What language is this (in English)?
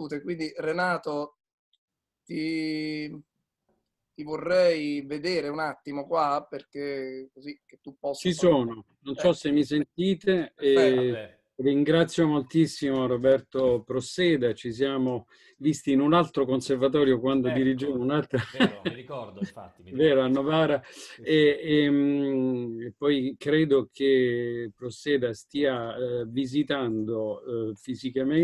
Italian